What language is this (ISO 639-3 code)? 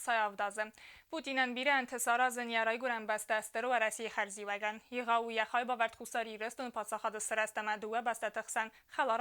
oss